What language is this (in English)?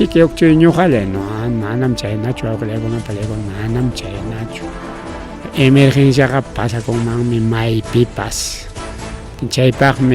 Ayacucho Quechua